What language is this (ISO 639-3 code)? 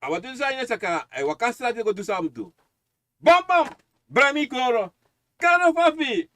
srn